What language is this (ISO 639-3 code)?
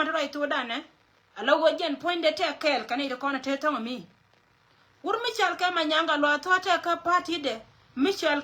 nus